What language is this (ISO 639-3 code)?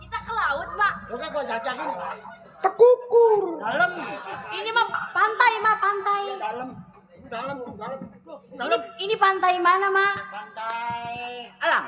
bew